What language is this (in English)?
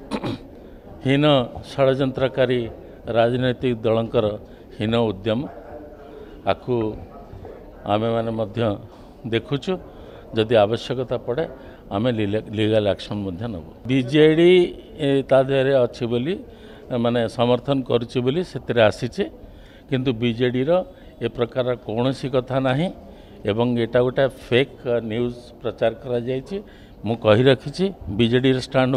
Odia